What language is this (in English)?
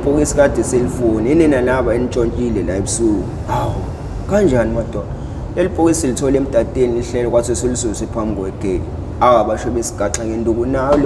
Zulu